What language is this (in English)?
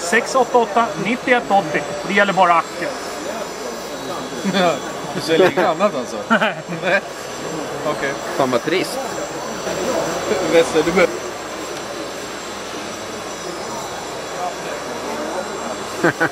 Swedish